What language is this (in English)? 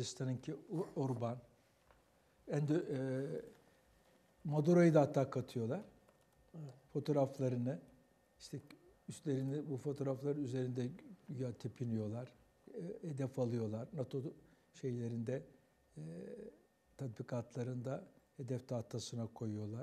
Turkish